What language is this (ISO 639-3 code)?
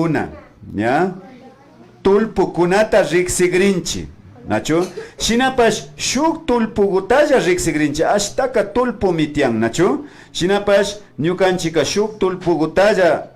qvi